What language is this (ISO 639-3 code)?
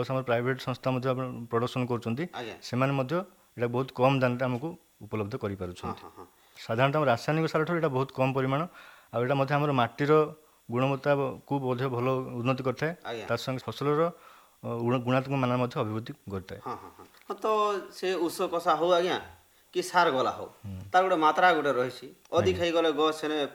ori